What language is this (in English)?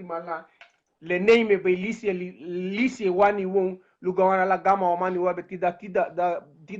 Garifuna